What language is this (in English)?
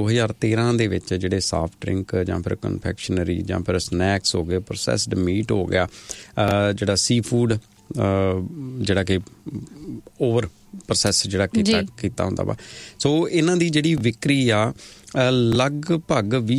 Punjabi